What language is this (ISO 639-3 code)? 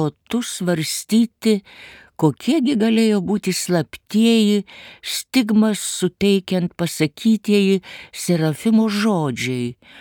lit